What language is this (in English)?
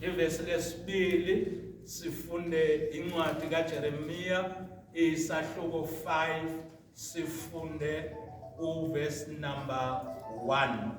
Zulu